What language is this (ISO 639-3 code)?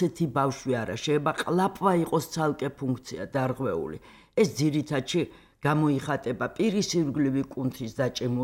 kat